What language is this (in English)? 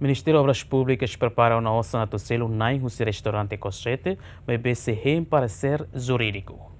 Tetum